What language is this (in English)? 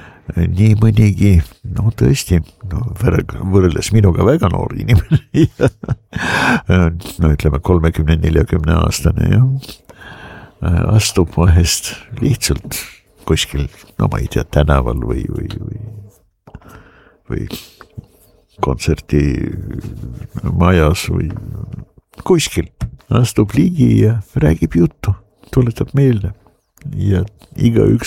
Estonian